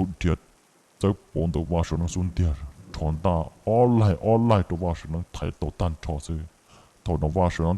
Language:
Hmong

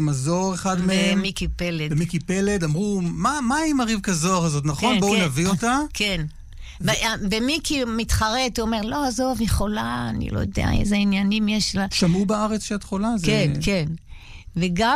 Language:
Hebrew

